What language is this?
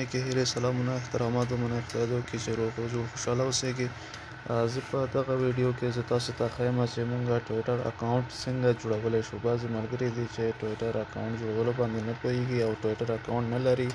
Pashto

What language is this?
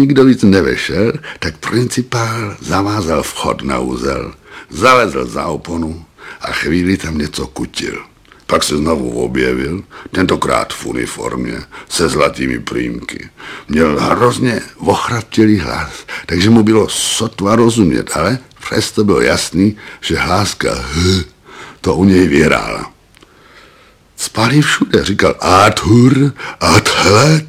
Czech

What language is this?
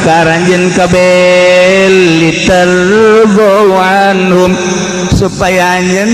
Sundanese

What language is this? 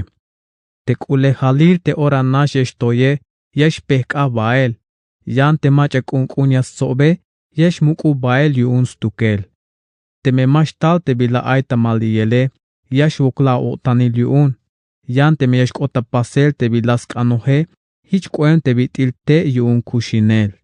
Tzeltal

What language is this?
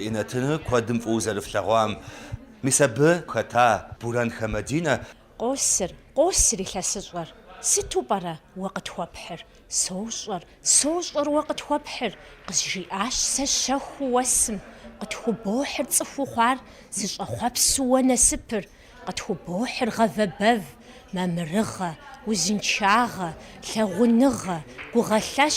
Kabardian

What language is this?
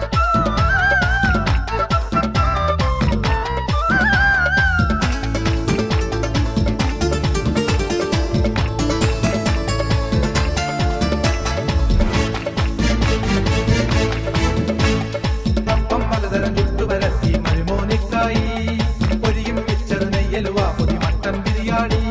Malayalam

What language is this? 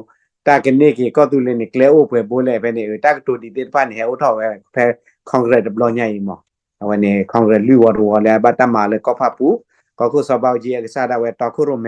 S'gaw Karen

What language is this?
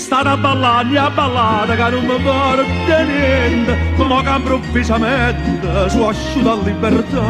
Neapolitan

